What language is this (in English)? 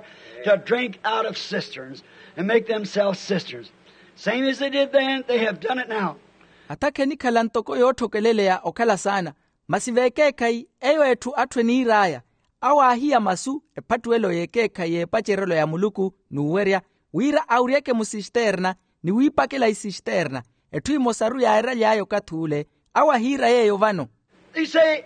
Makhuwa